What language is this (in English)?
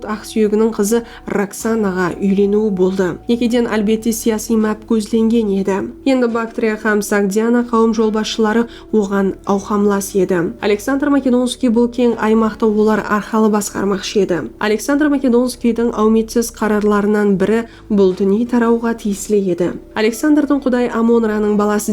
Kara-Kalpak